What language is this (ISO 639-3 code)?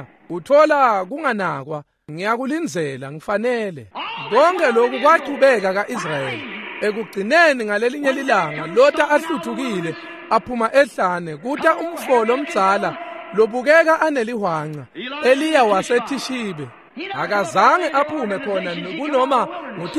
ssw